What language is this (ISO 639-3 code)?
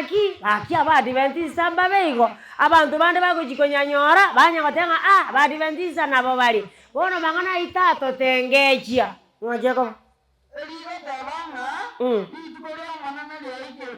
guz